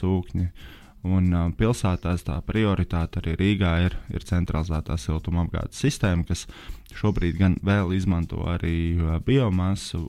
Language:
Latvian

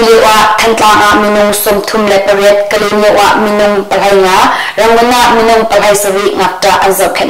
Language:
Hakha Chin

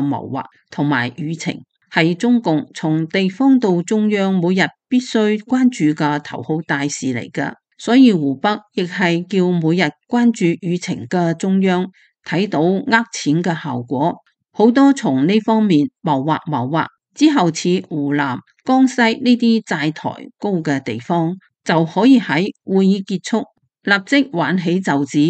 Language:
Cantonese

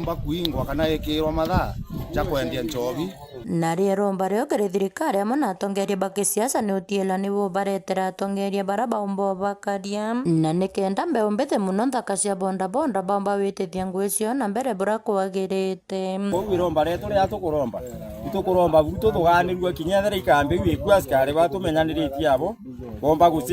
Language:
Meru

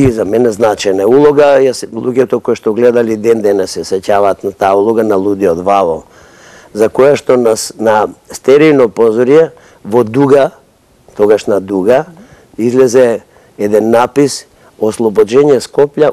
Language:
Macedonian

